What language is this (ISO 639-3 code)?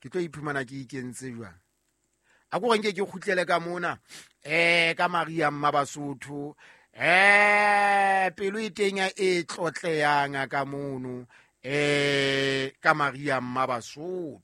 sot